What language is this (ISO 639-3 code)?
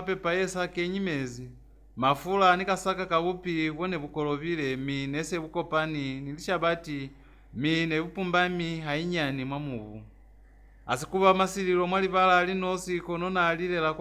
loz